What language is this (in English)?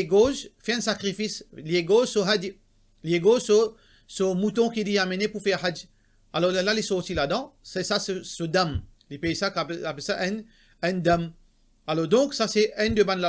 Morisyen